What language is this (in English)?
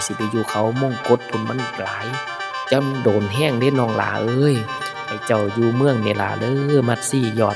Northeastern Thai